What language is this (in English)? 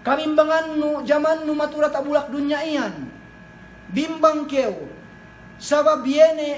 Yakan